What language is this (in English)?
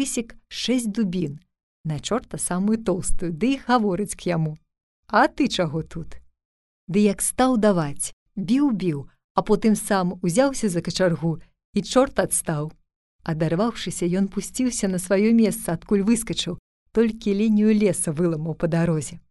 Belarusian